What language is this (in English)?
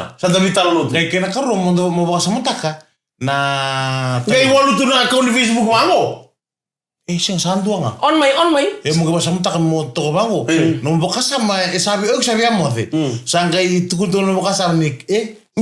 Fijian